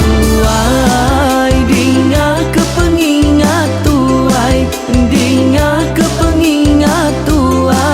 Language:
Iban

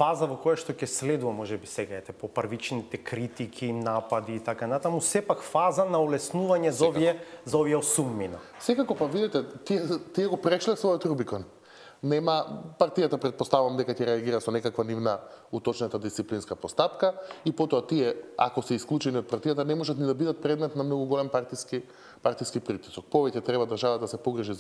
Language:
Macedonian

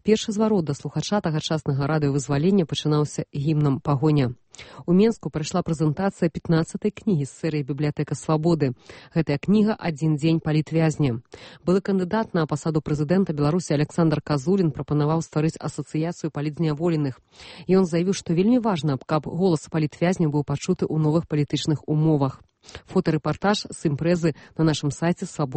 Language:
Belarusian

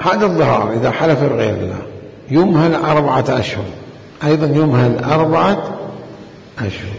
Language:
Mesopotamian Arabic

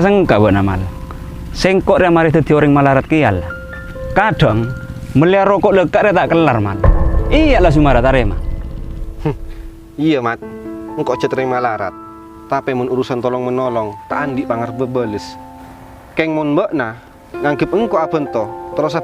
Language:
Madurese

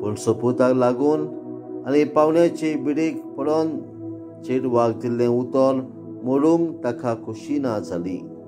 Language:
Konkani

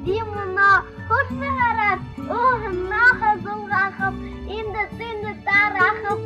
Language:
Buriat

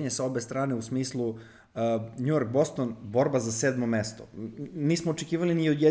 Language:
Serbian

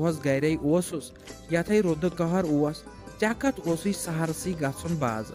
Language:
Kashmiri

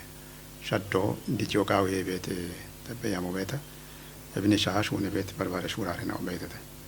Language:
Kafa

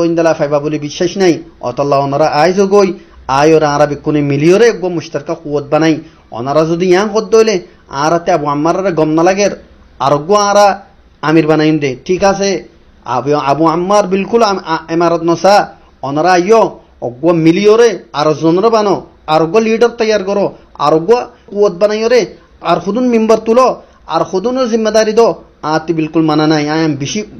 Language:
Rohingya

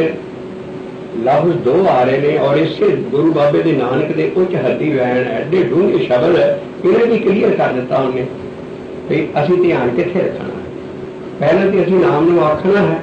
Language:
Punjabi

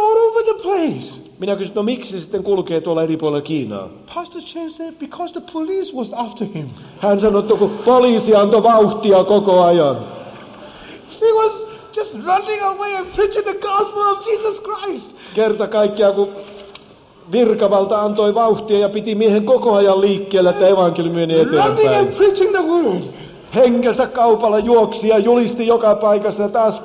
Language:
Finnish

